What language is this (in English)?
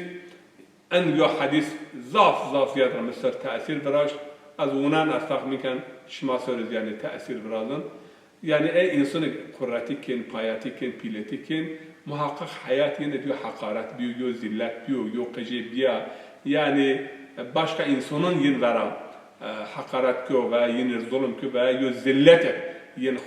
Zaza